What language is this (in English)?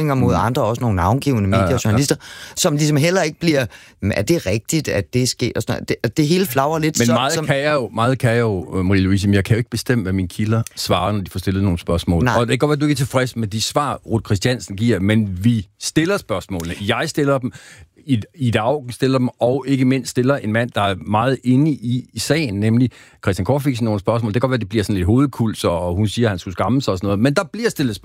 Danish